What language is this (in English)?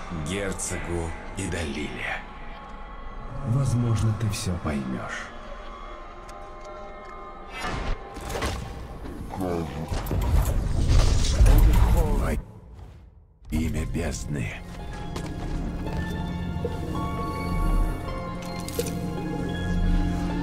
Russian